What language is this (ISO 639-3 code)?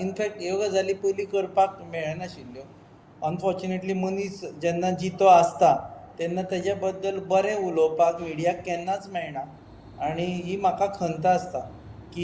kok